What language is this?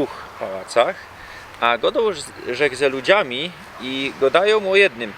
Silesian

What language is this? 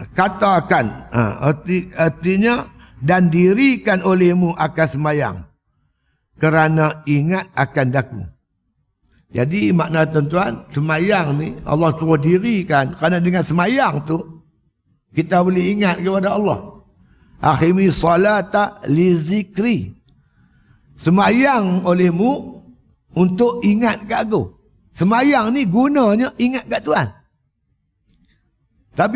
Malay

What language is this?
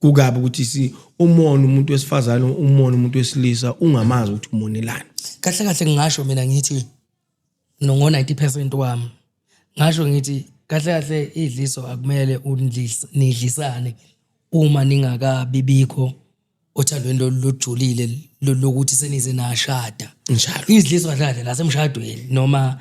Zulu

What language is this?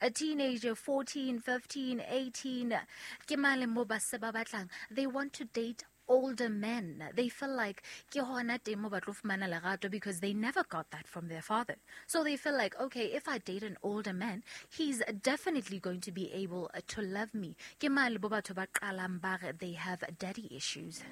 Southern Sotho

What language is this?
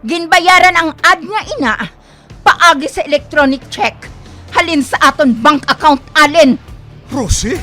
Hiligaynon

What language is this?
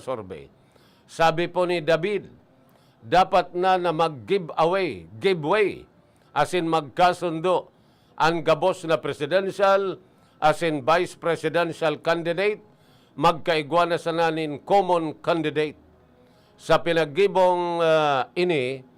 Bikol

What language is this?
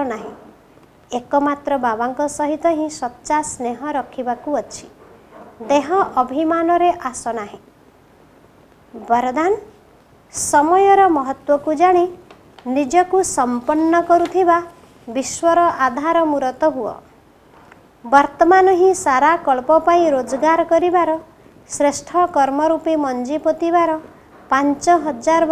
Odia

